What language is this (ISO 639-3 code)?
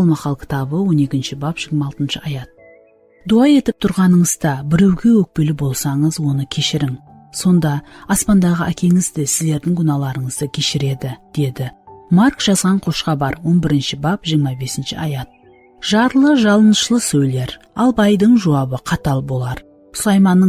kaa